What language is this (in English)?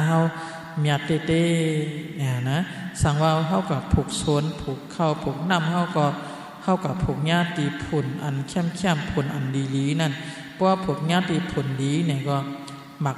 Shan